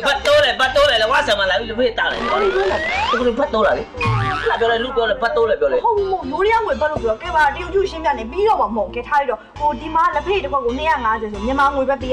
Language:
Burmese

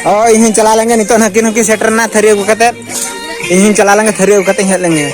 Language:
Santali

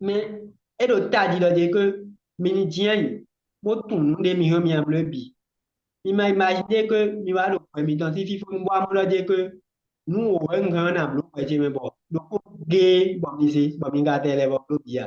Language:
Fon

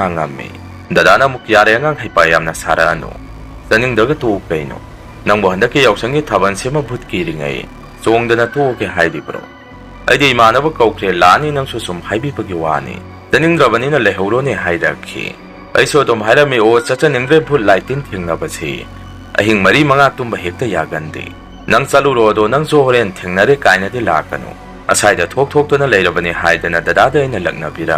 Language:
Manipuri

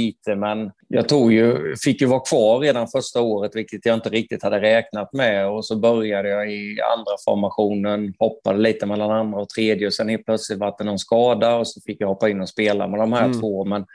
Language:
Swedish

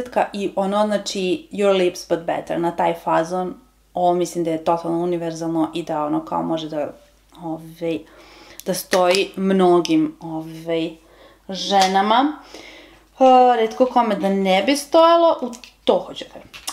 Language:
Serbian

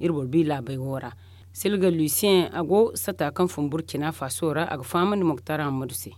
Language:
Zarma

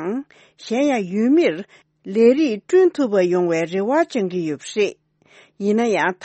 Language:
Tibetan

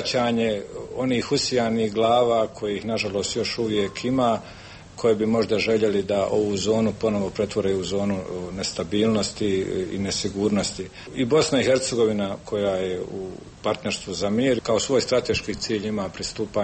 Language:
Croatian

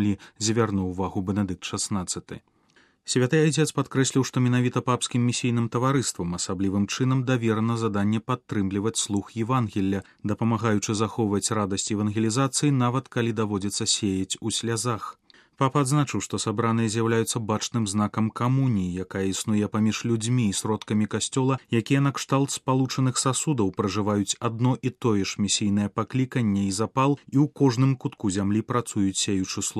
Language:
Belarusian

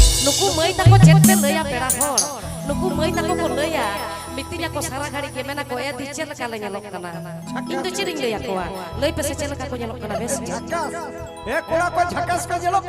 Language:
Santali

